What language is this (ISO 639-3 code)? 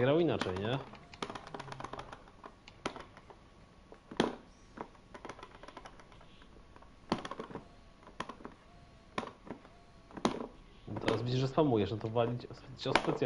pol